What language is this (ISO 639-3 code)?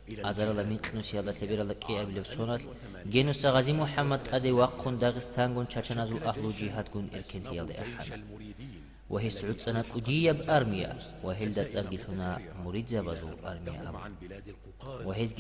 ava